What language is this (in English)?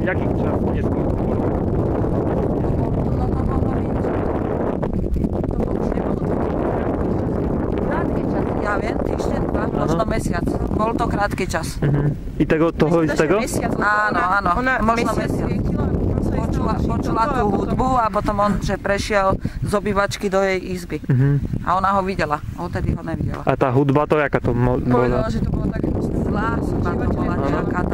Slovak